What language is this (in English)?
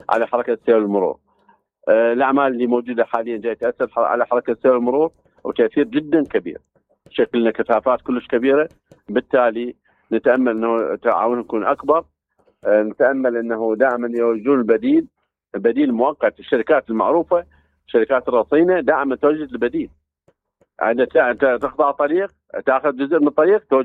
Mesopotamian Arabic